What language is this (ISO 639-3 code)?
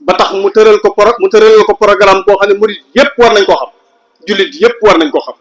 wol